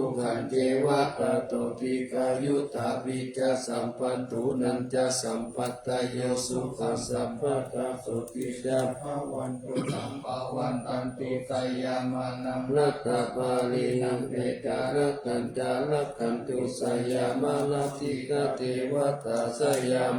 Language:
Pali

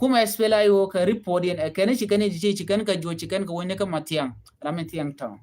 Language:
Nuer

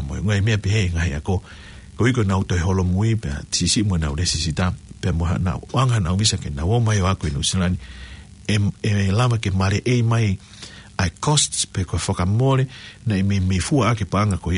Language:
Tongan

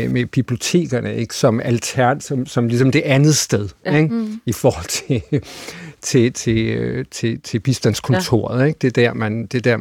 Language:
Danish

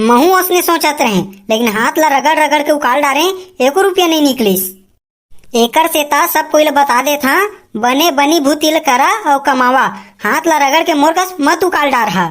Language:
Chhattisgarhi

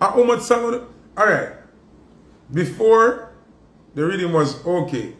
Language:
Jamaican Creole English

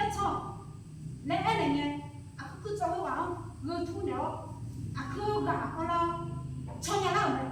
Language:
Akha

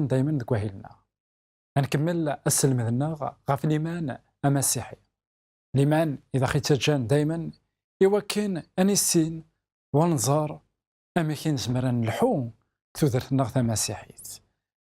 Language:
Kabyle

